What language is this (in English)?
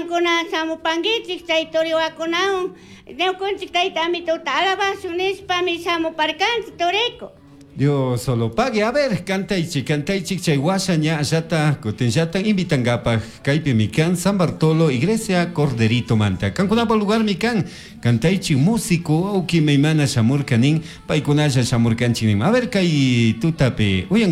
Chimborazo Highland Quichua